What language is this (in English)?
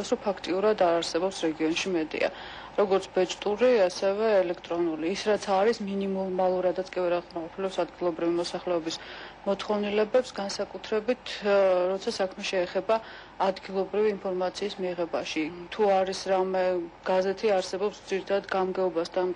Georgian